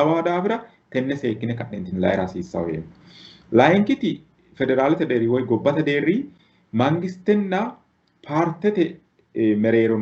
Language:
Sidamo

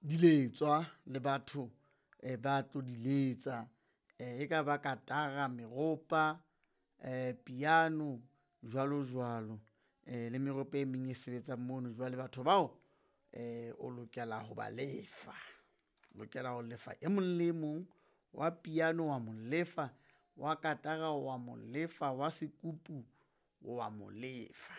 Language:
Southern Sotho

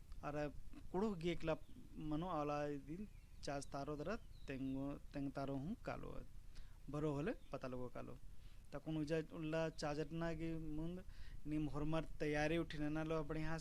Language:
Kurukh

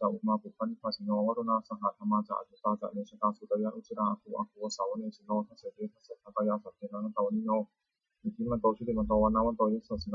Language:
Pali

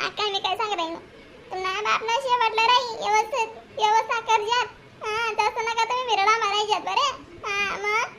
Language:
Khandesi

